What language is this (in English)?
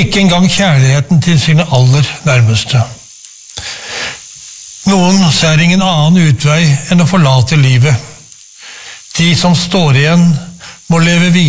Norwegian